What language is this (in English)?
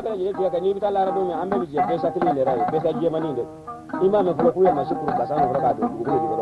Bambara